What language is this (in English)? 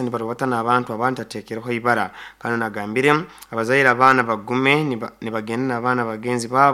Nyoro